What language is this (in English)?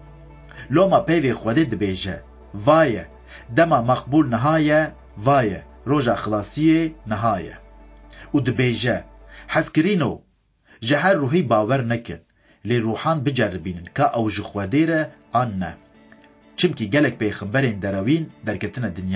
Kurdish